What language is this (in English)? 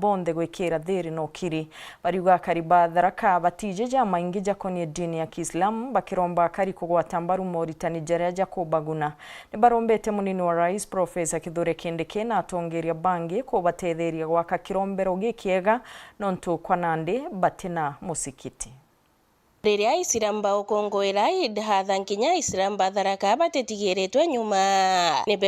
Meru